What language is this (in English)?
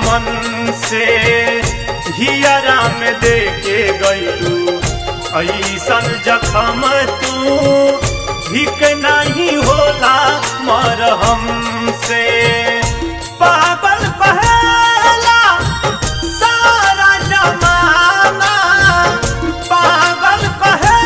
Bhojpuri